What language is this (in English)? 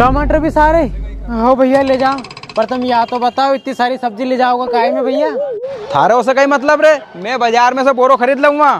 Rajasthani